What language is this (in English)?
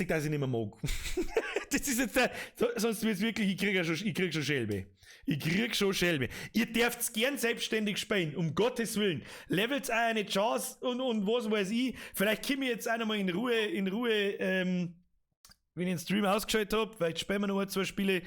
Bavarian